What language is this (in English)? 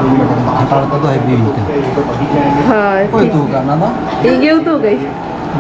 Santali